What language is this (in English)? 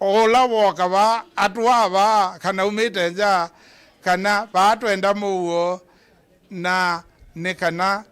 Kamba